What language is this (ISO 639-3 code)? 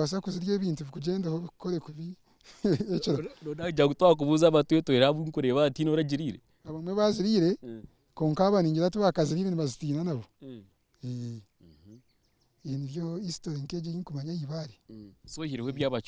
nyn